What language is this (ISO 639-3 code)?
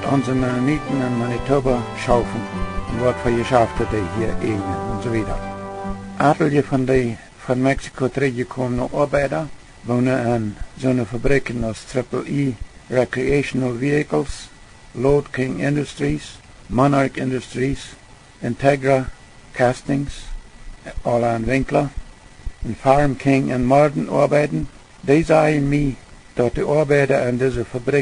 pdt